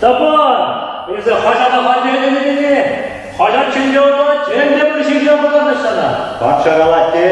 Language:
Chuvash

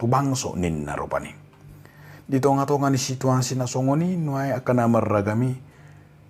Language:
Batak Toba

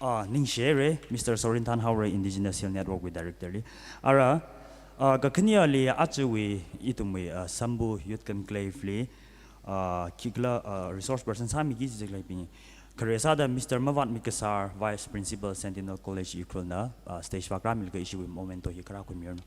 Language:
Tangkhul Naga (India)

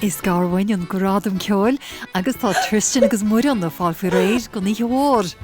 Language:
Irish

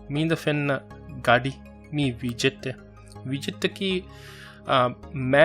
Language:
Divehi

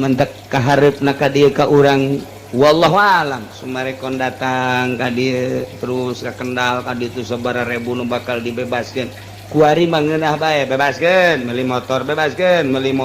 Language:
Sundanese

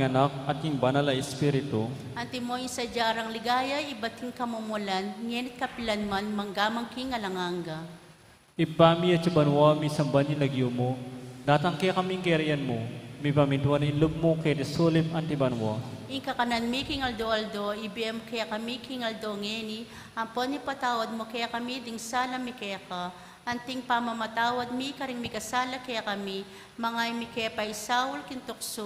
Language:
Pampanga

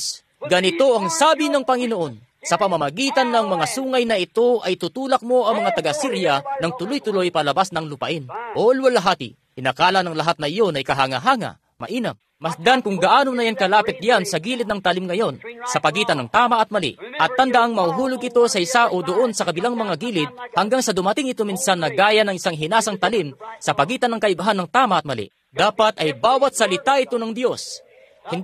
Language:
Filipino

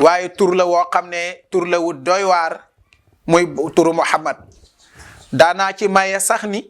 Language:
Wolof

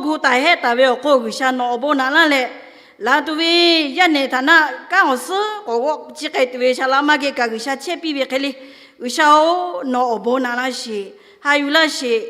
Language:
Lahu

